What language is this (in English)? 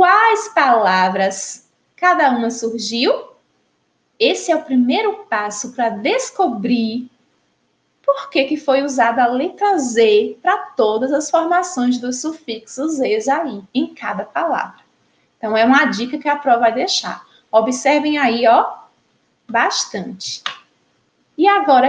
Portuguese